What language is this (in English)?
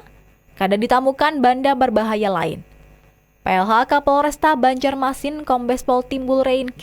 Banjar